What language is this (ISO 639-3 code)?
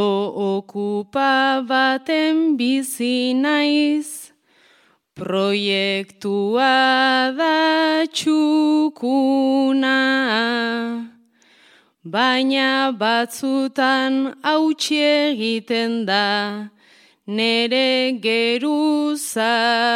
eus